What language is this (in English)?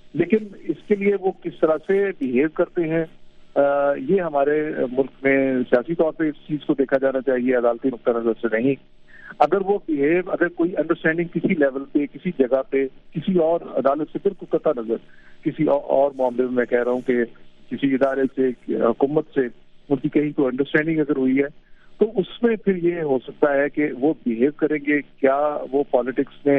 Urdu